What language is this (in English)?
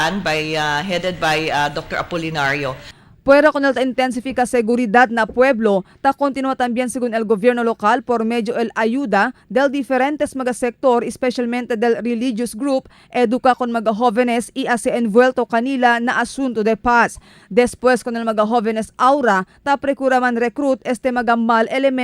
Chavacano